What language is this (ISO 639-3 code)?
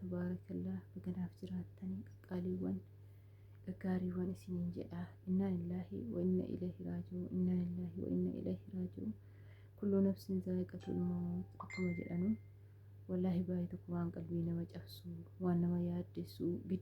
orm